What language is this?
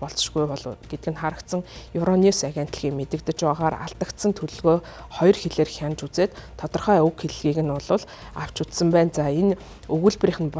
Mongolian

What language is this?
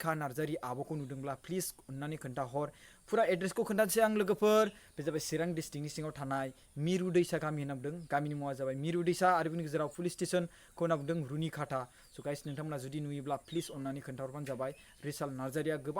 Bodo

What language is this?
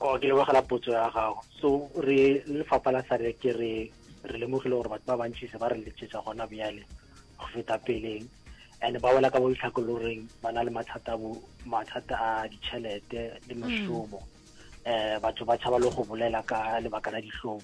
Northern Sotho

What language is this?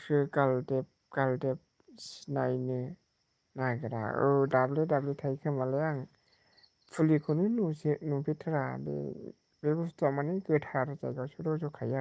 Bodo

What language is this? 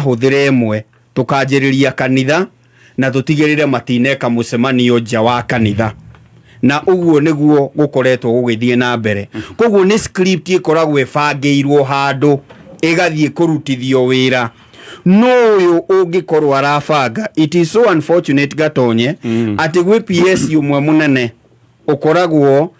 Kikuyu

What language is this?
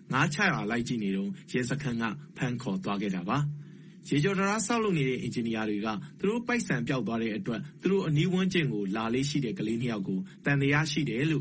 Burmese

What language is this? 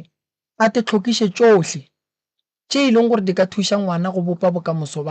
Northern Sotho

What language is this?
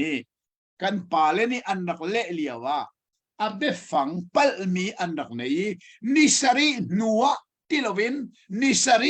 Hakha Chin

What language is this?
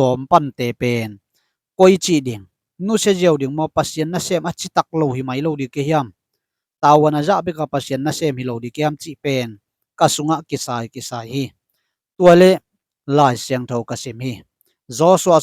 Tedim Chin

